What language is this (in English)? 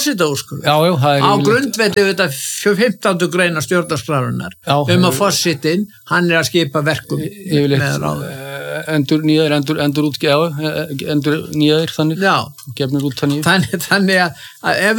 Icelandic